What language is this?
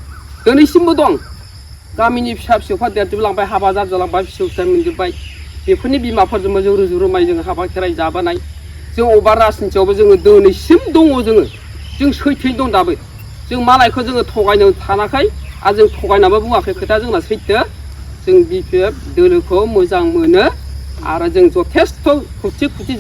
Bodo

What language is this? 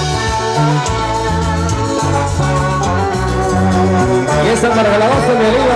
Spanish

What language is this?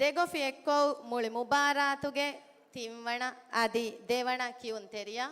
Divehi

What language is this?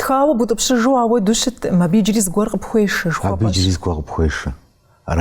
Kabardian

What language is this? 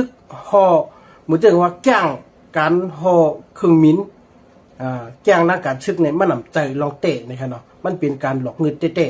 Shan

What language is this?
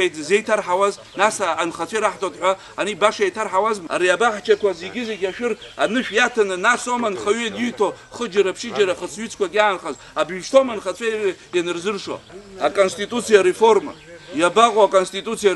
Abkhazian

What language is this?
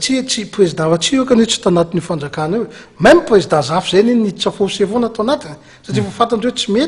Malagasy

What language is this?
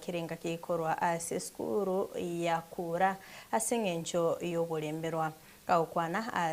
Gusii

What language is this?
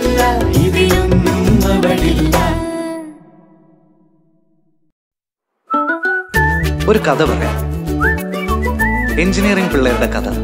Malayalam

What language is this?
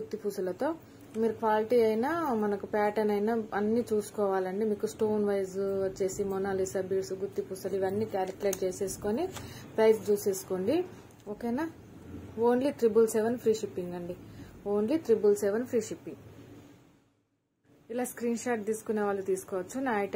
Telugu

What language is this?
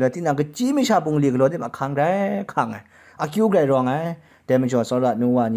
Kachin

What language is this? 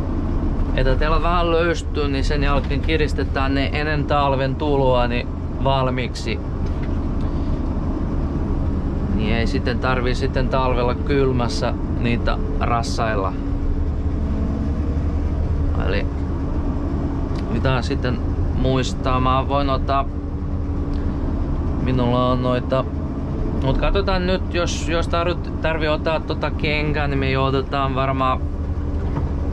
Finnish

